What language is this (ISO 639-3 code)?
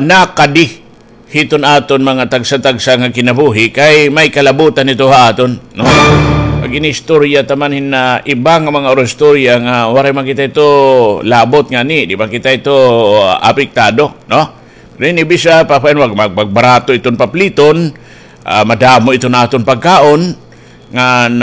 war